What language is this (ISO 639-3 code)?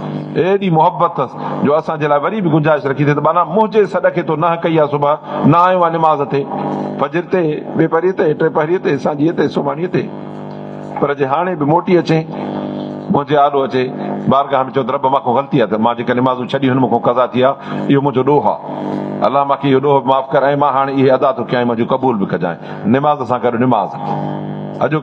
snd